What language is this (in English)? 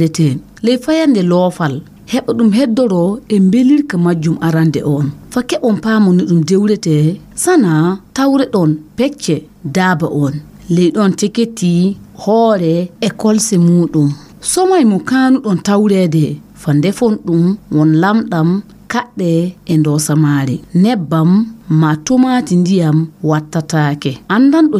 Fula